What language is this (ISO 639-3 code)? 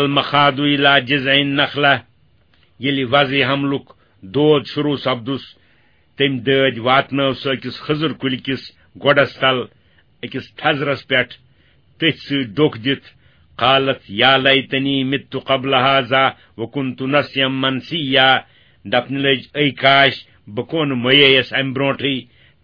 kas